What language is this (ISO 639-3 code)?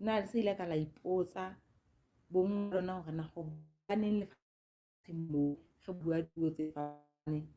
sot